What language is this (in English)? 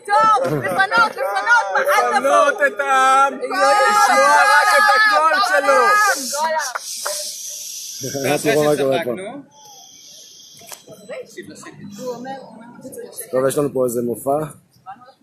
Hebrew